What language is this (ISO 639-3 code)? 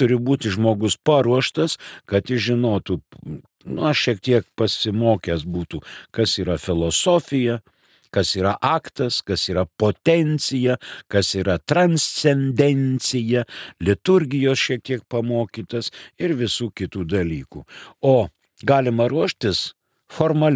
lit